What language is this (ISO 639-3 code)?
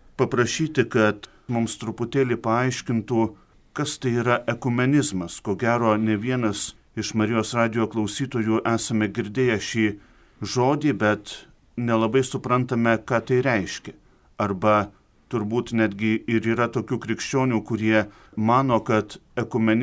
lit